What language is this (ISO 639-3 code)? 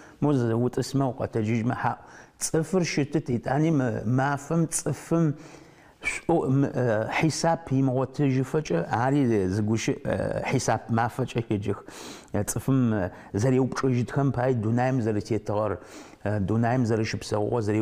ady